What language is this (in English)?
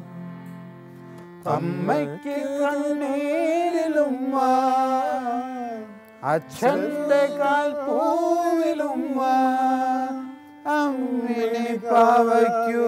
Malayalam